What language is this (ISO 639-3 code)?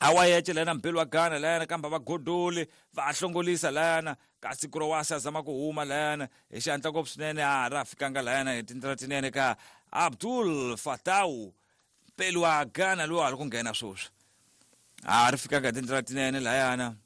tso